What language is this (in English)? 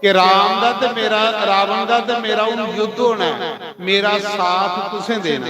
Dogri